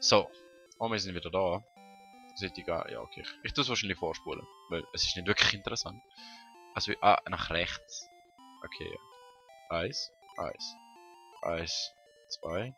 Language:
Swiss German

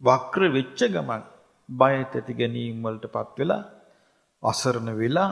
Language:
Sinhala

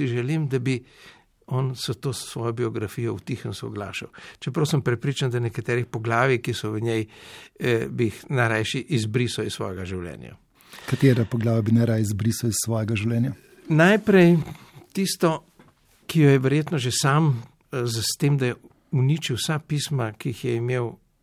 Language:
Slovenian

